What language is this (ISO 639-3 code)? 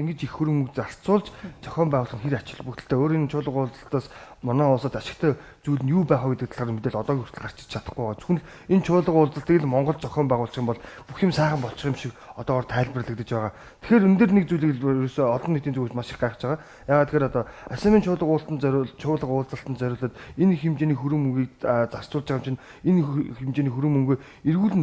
mon